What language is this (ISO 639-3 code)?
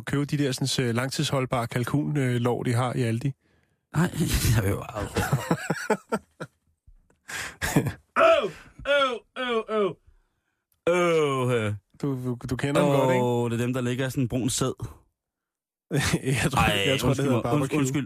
dan